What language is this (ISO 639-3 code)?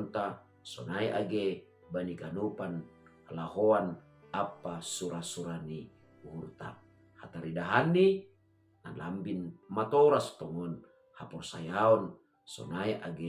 bts